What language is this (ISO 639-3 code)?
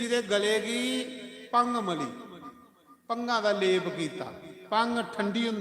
doi